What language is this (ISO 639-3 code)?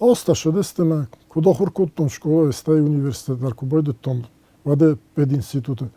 oss